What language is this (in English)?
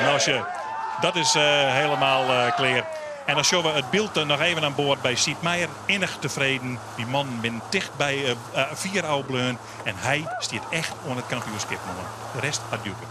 Western Frisian